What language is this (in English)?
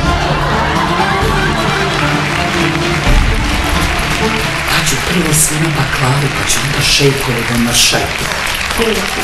Serbian